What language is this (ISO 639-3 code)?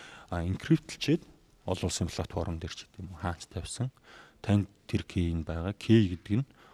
mon